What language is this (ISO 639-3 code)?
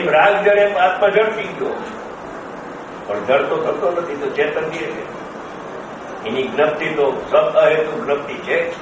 guj